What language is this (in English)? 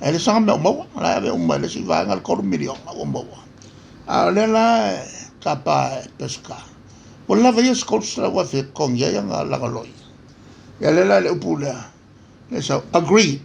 Samoan